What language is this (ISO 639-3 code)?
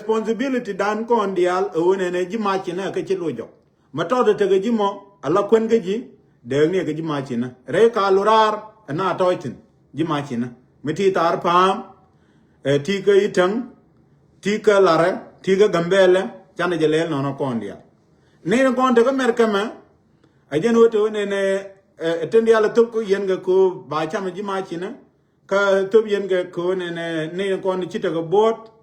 nus